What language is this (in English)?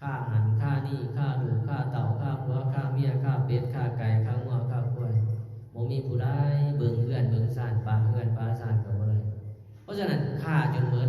Lao